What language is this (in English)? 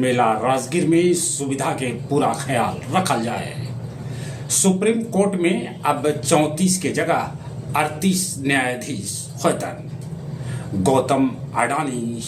Magahi